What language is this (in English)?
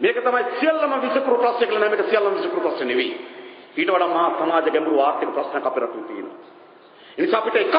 Sinhala